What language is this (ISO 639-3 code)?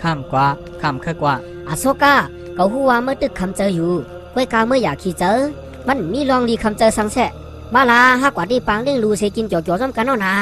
shn